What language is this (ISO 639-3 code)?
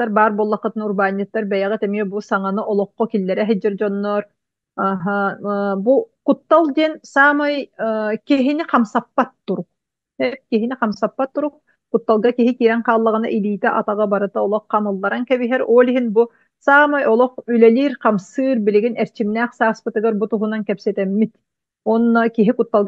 sah